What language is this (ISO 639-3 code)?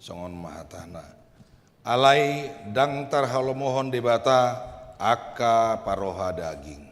bbc